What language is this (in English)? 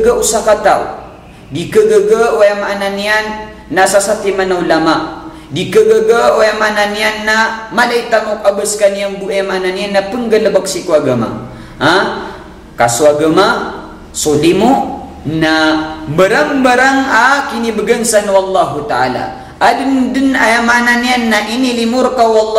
Maranao